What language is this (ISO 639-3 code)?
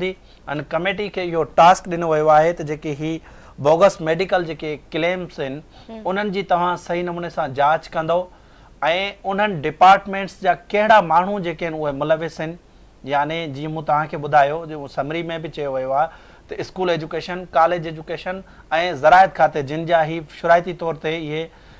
snd